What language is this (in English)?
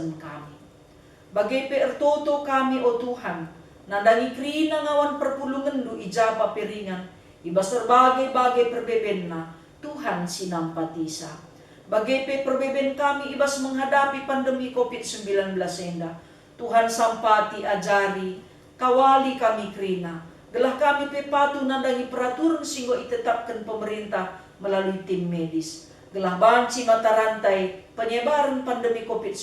Batak Karo